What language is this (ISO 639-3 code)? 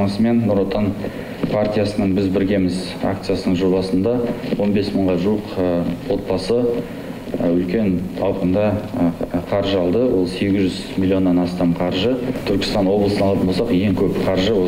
kaz